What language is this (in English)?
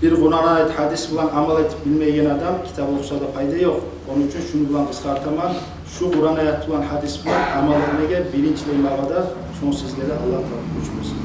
Kumyk